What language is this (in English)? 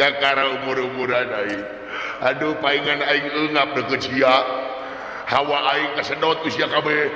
Sundanese